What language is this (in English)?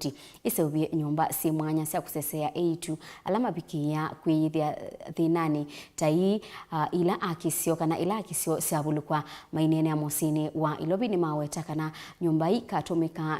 Kamba